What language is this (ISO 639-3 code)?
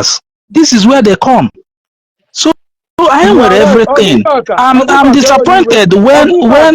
ibo